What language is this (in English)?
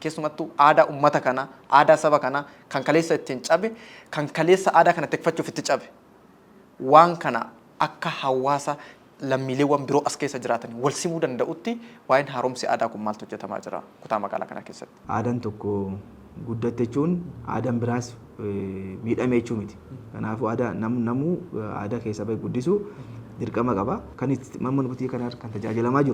Oromo